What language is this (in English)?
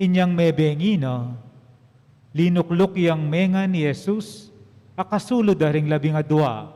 Pampanga